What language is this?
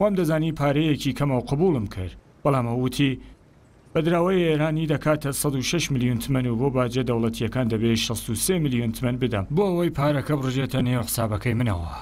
Central Kurdish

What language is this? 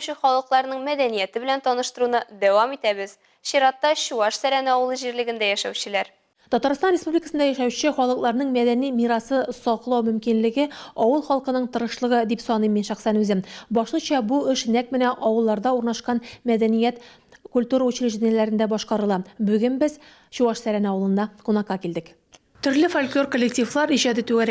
Tatar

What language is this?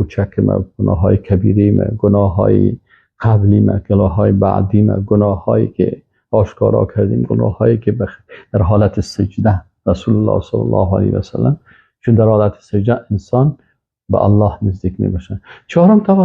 Persian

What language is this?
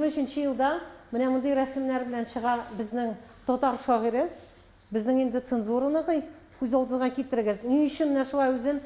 Tatar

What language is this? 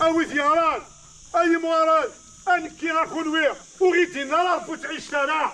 Kabyle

